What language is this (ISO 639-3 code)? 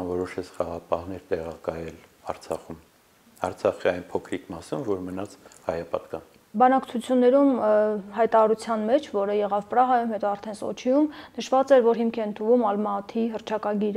hye